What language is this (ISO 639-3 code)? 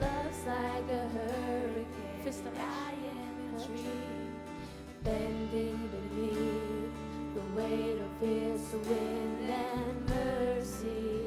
fao